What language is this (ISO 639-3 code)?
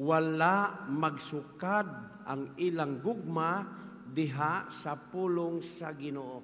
ceb